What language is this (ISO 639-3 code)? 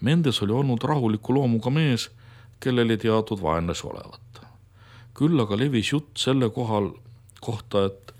est